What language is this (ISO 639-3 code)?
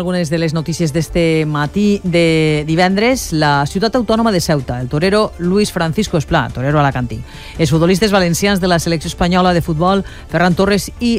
cat